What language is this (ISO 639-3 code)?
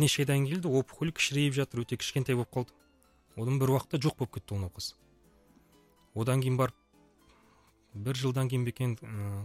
kaz